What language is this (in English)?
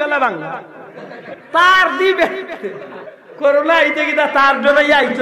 Sylheti